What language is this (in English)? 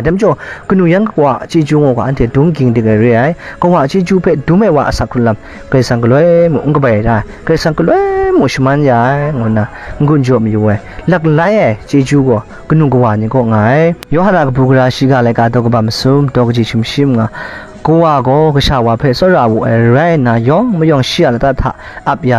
Kachin